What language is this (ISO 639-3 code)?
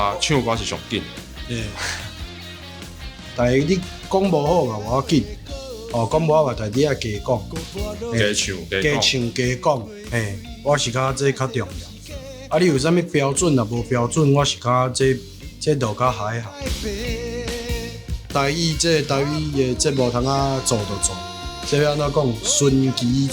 nan